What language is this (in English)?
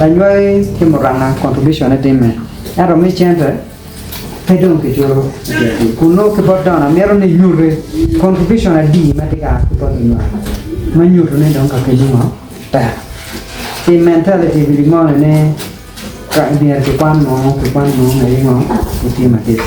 Acoli